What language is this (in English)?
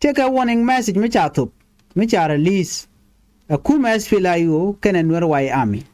Nuer